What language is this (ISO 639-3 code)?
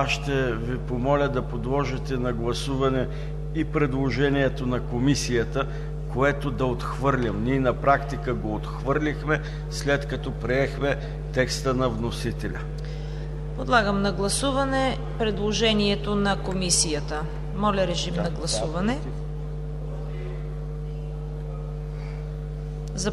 bul